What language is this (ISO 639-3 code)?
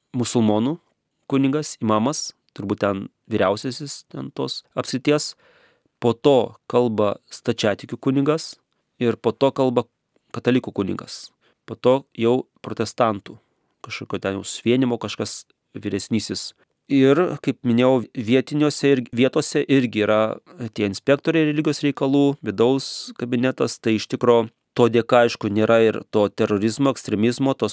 lit